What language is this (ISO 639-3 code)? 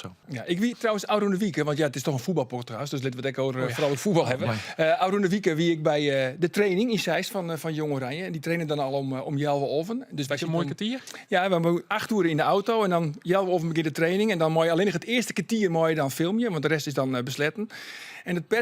fry